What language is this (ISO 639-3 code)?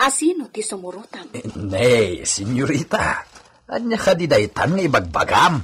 ilo